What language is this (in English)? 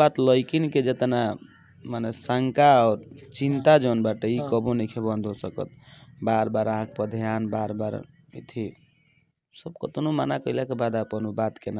Bhojpuri